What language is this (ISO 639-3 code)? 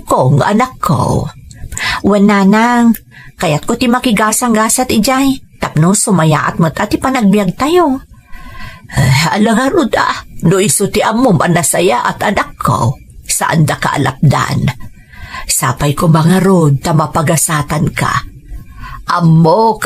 ilo